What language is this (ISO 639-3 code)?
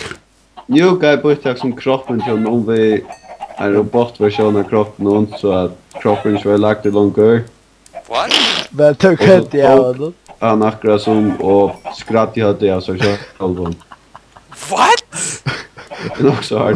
fao